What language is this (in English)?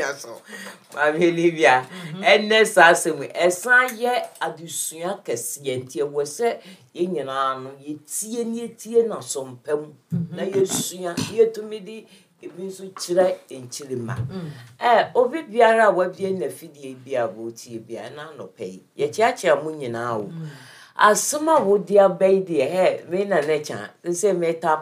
Akan